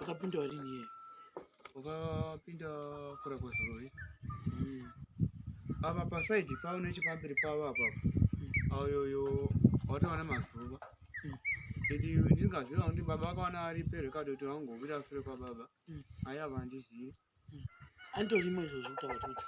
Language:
Shona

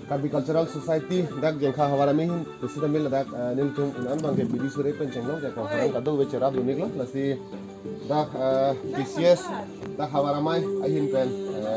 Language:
Karbi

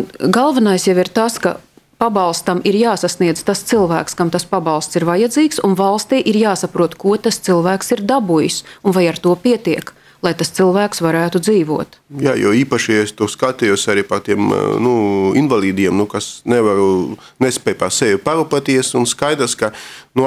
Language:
Latvian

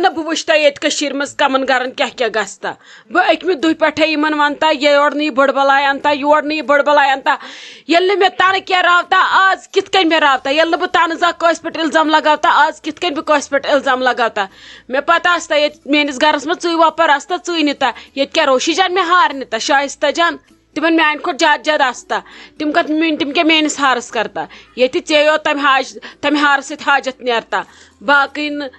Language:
Kashmiri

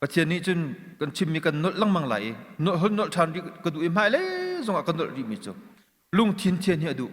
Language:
Hakha Chin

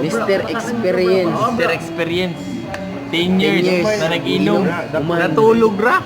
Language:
Cebuano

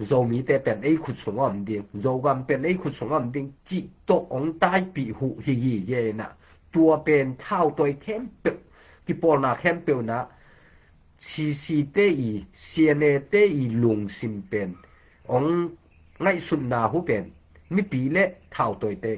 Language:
Tedim Chin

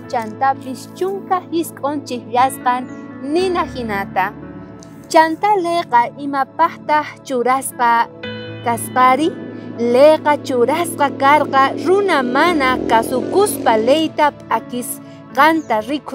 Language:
South Bolivian Quechua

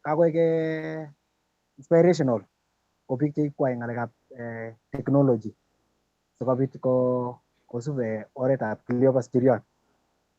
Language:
Kalenjin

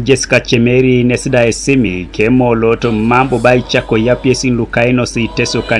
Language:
Teso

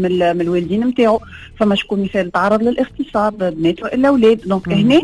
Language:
Tunisian Arabic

